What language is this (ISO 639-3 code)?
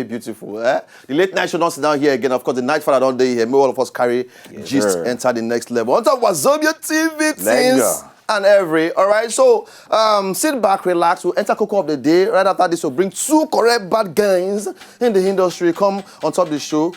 pcm